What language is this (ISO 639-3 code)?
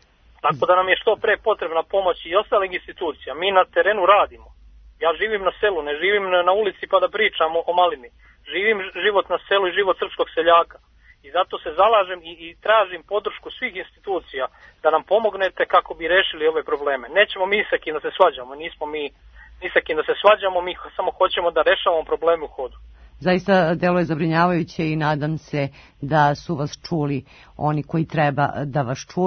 srp